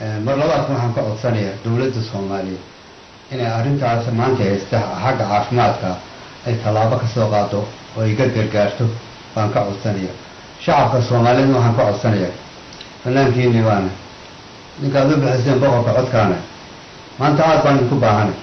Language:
Somali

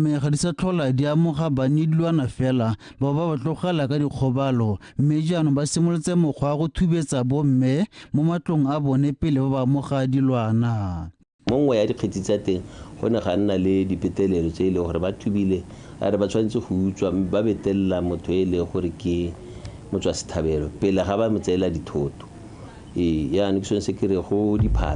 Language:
Tswana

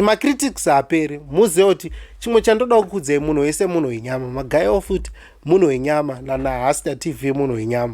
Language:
Shona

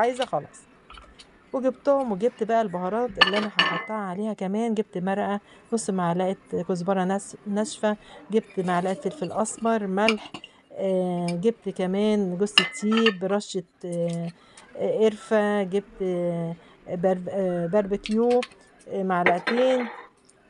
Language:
Egyptian Arabic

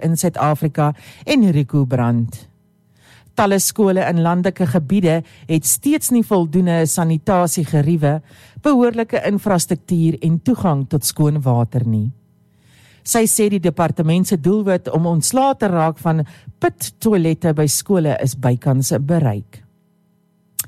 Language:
Afrikaans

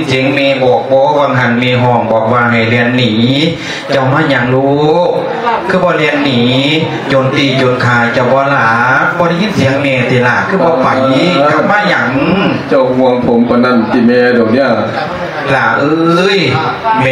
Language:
Lao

